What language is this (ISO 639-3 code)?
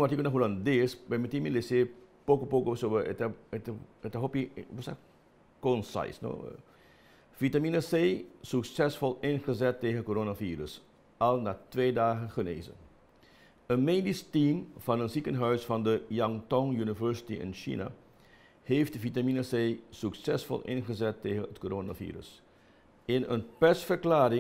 pap